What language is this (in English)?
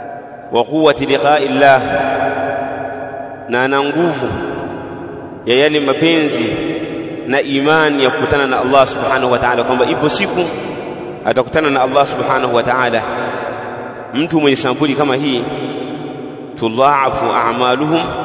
Swahili